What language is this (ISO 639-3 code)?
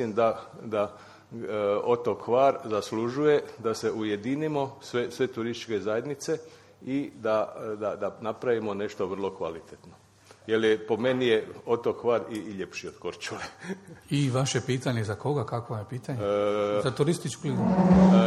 hrv